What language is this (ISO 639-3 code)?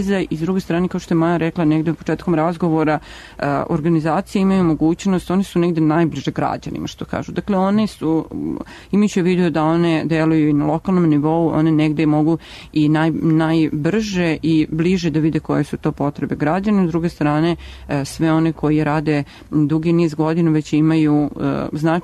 srp